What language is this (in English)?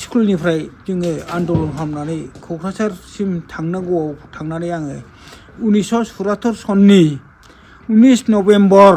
Bodo